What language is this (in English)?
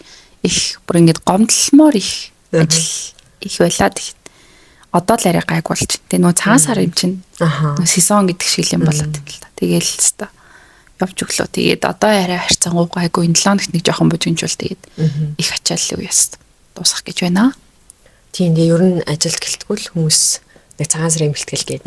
Mongolian